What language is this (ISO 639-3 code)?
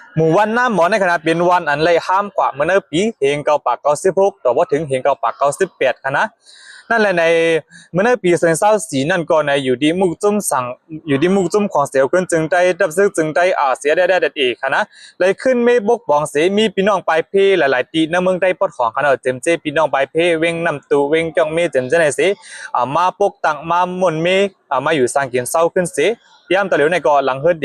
shn